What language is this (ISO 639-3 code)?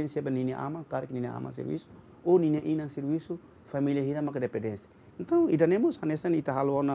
tet